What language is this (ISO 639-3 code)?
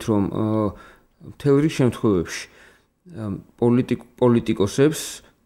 kat